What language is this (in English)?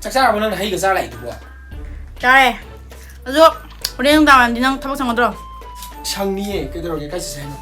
Manipuri